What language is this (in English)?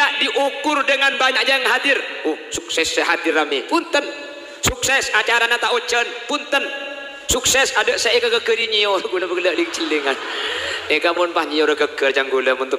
Madurese